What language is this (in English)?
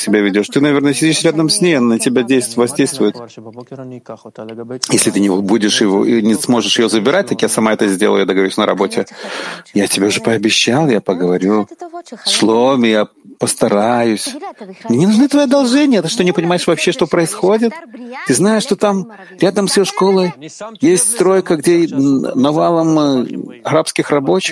Russian